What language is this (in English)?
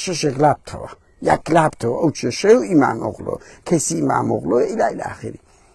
Central Kurdish